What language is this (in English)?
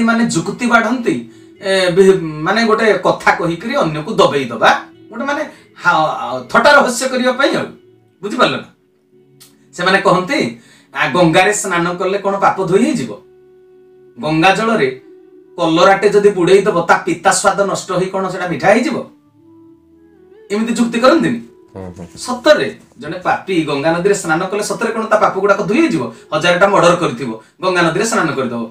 Odia